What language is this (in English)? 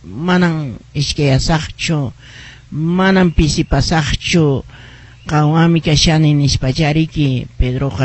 Quechua